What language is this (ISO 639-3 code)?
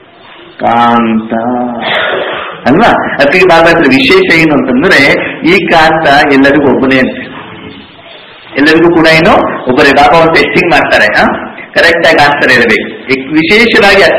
kan